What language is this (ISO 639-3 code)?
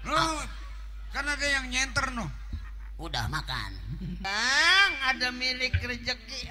bew